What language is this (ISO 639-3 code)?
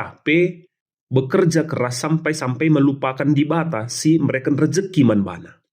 btx